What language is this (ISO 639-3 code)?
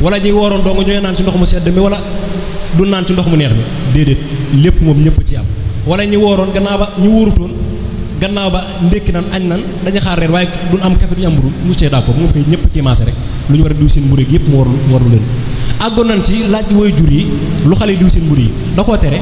wol